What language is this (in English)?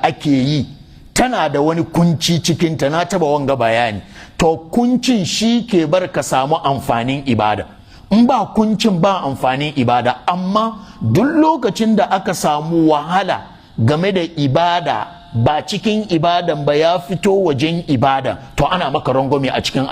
Hausa